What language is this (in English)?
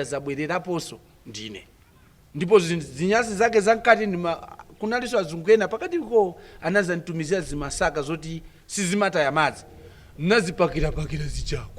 Nyanja